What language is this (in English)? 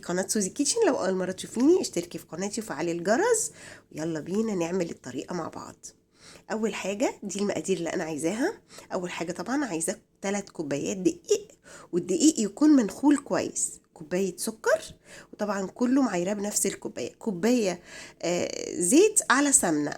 Egyptian Arabic